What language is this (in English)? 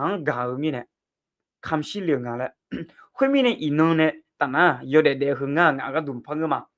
Akha